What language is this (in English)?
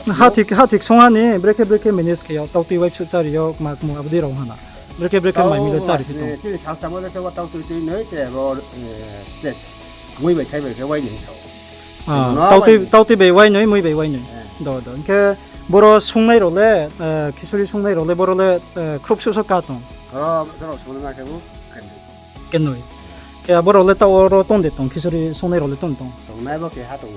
Riang (India)